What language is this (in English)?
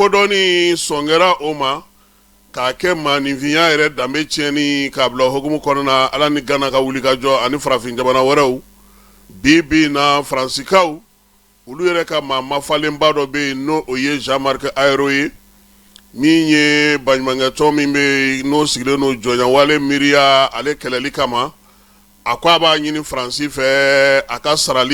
Bambara